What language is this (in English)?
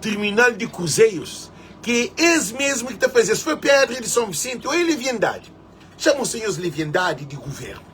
Kabuverdianu